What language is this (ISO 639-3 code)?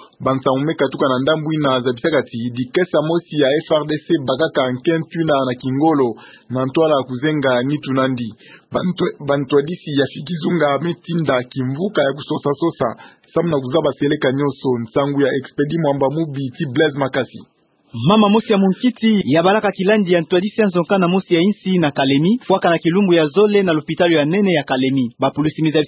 ktu